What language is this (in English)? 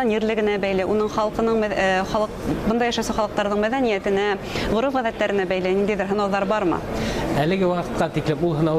Bashkir